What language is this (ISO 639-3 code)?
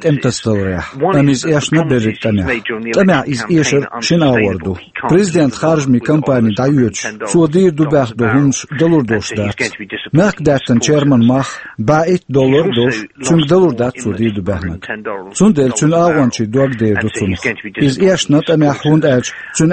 che